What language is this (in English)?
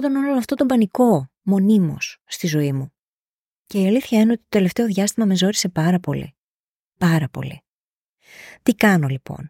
Greek